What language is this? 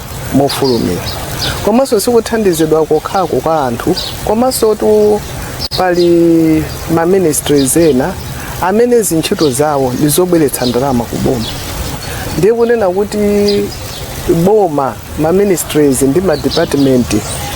Nyanja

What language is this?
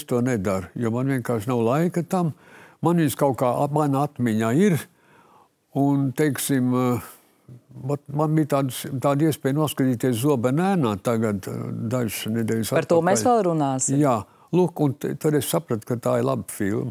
Latvian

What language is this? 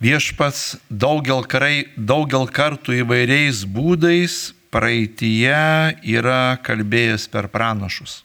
Lithuanian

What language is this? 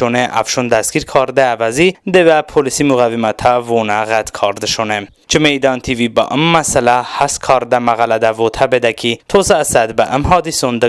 Talysh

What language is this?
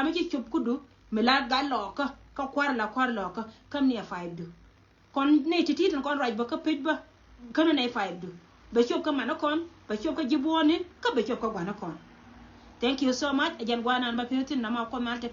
Nuer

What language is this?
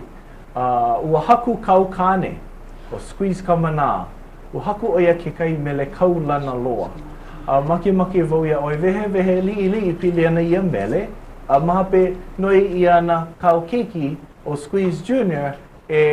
Hawaiian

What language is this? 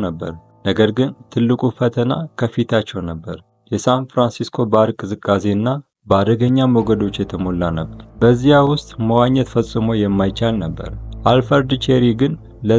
Amharic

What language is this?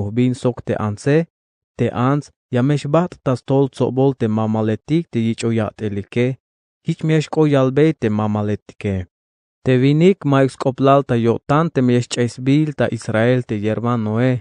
Tzeltal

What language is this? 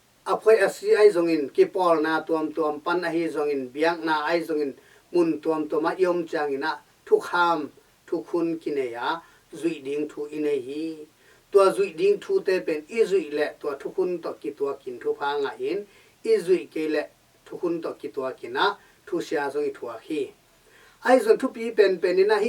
Tedim Chin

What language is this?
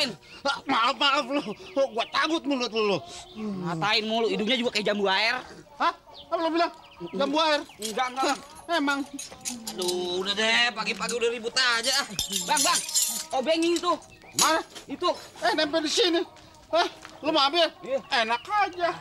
Betawi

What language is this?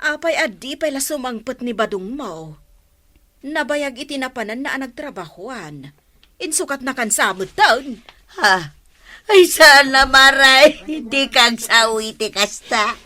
Iloko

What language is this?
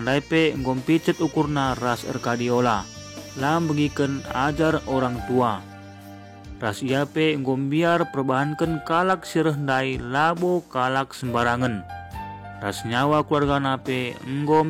Batak Karo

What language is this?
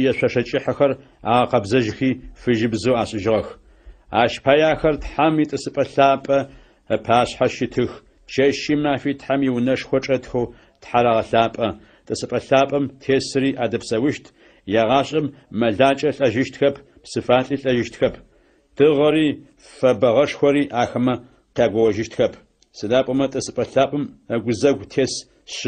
Adyghe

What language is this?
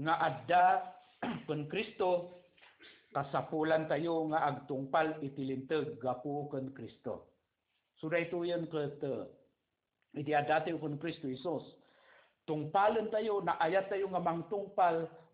Iloko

